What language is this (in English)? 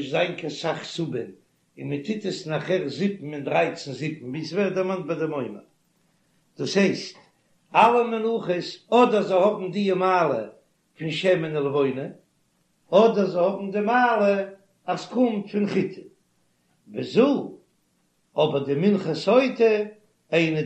Yiddish